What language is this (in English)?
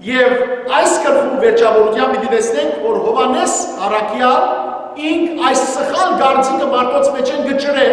Western Armenian